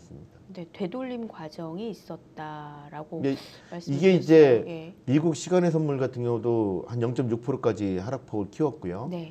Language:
Korean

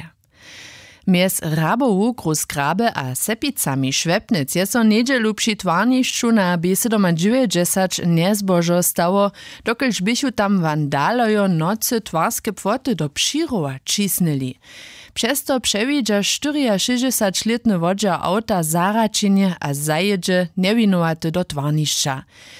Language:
Upper Sorbian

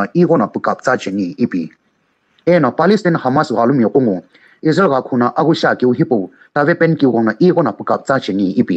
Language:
Sumi Naga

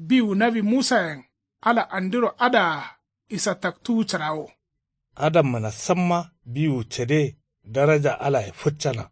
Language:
Kanuri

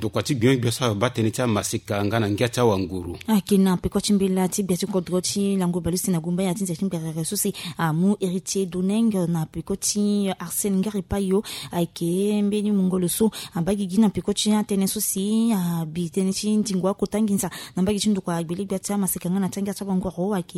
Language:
Sango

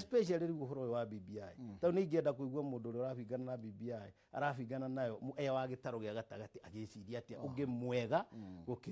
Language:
Kikuyu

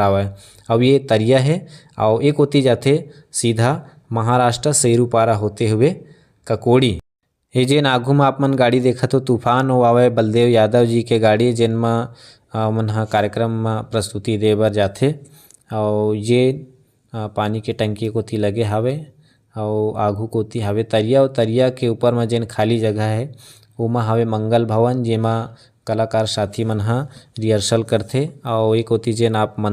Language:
Chhattisgarhi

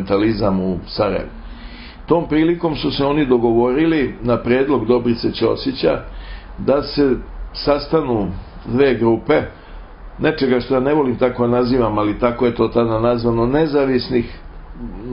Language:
Serbian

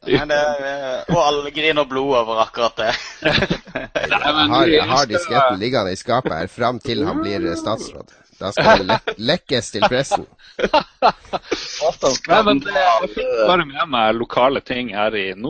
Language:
Norwegian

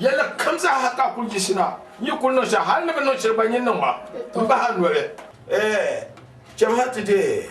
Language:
Dagbani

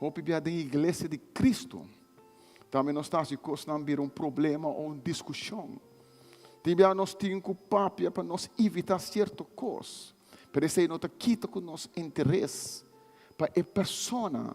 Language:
Papiamento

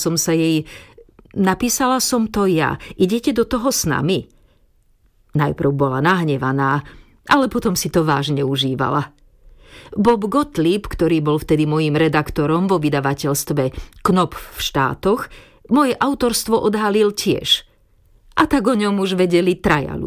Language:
Slovak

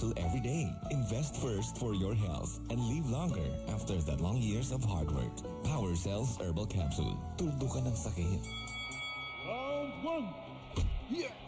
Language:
Hiligaynon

